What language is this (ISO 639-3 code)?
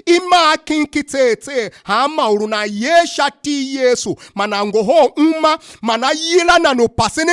tiv